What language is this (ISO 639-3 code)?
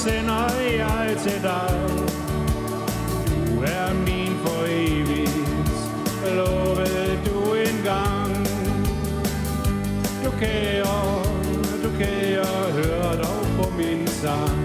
dan